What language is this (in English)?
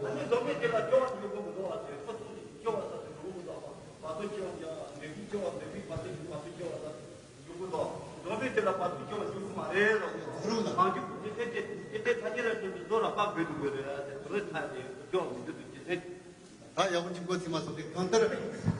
Tibetan